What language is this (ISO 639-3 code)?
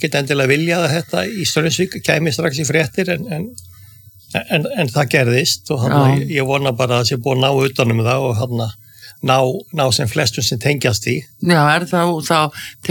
isl